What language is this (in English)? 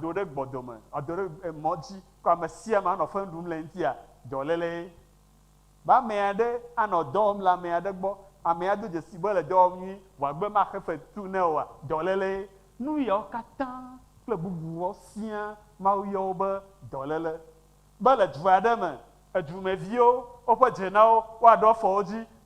Ewe